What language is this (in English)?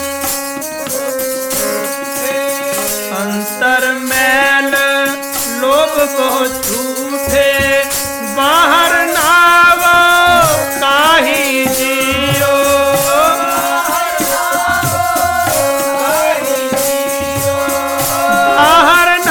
Punjabi